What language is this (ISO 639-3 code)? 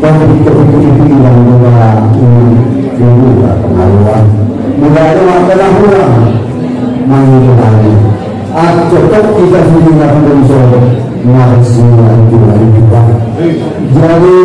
akb